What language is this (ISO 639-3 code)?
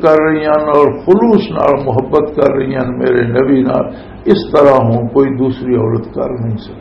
lah